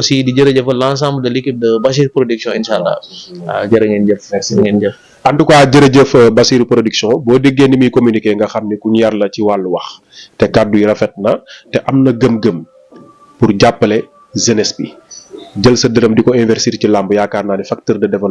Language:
Wolof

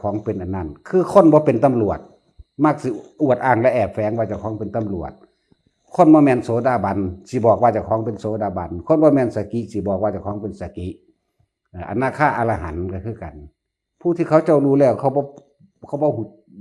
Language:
Northeastern Thai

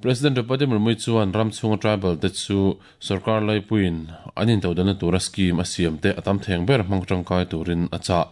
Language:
Mizo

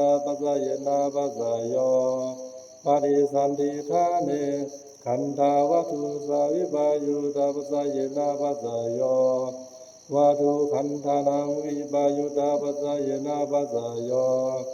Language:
Pali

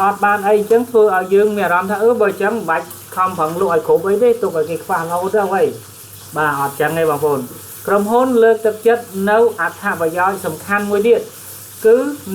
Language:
Khmer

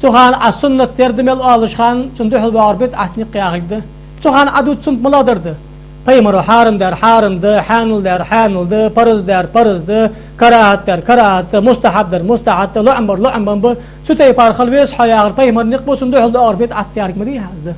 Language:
Ingush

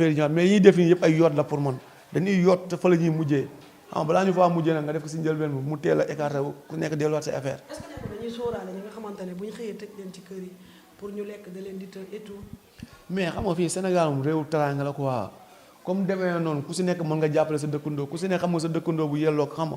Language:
Wolof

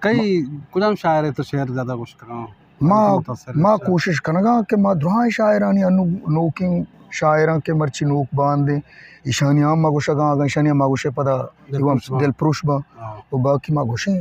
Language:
Eastern Balochi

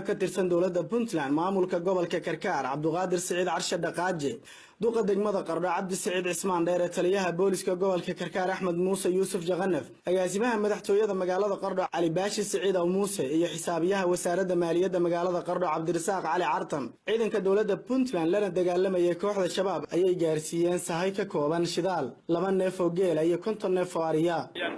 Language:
Somali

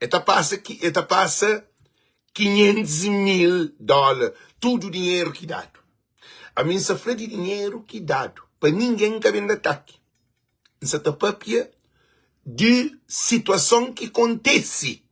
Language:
Kabuverdianu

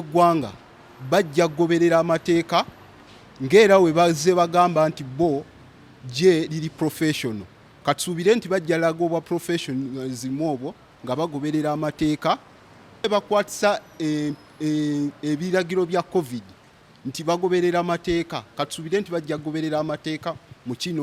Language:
Ganda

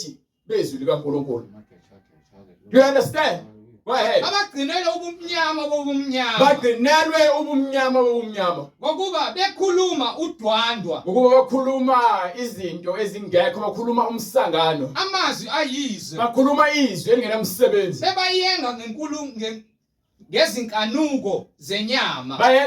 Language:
Zulu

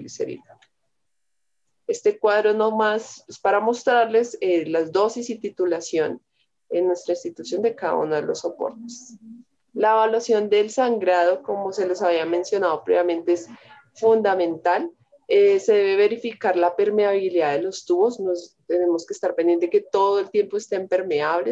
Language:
Spanish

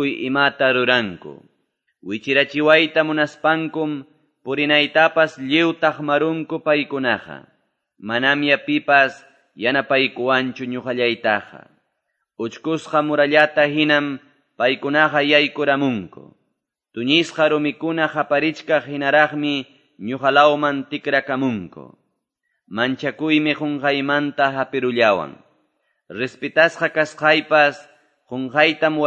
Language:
Quechua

